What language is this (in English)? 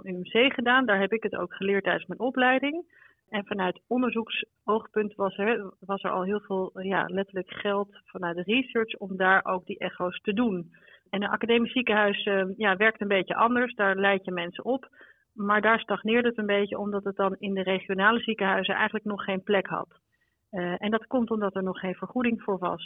Dutch